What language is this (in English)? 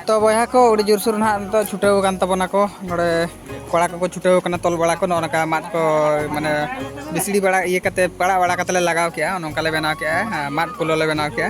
Santali